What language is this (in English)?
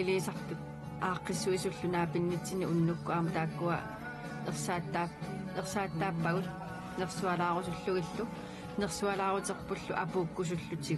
Kalaallisut